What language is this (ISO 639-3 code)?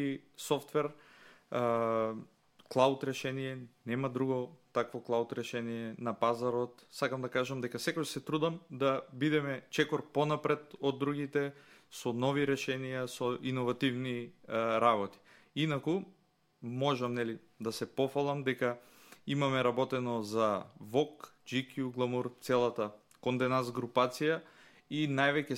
mkd